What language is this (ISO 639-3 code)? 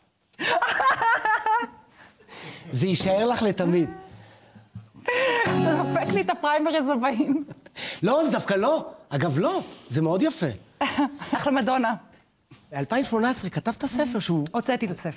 heb